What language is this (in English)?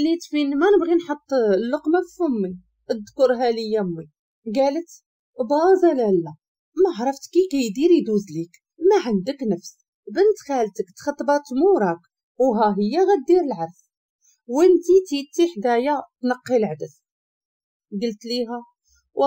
Moroccan Arabic